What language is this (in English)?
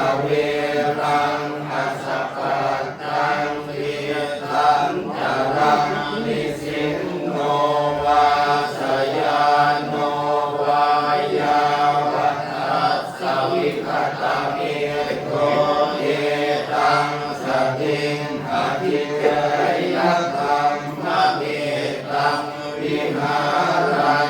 Pali